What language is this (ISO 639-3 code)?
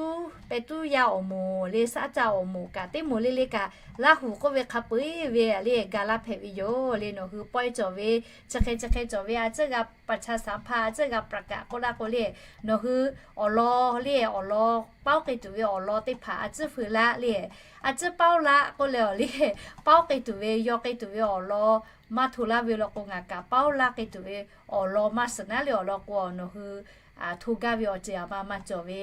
lhu